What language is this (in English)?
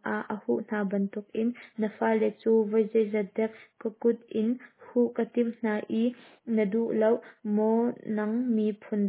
Hakha Chin